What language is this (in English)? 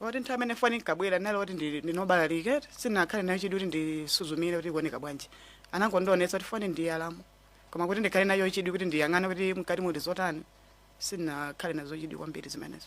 Nyanja